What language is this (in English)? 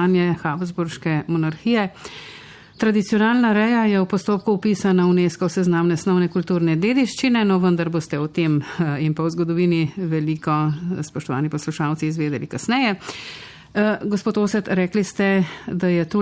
Slovenian